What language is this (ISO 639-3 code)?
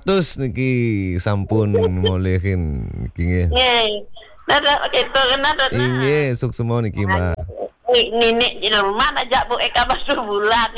ban